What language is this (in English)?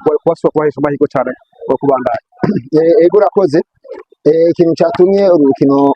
Rundi